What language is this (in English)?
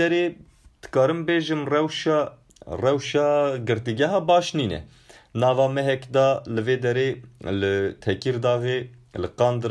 Kurdish